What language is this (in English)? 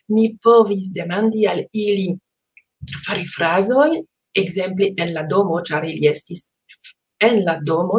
Esperanto